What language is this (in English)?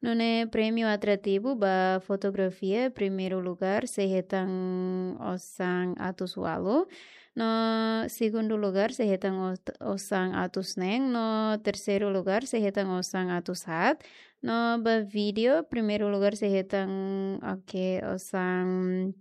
Tetum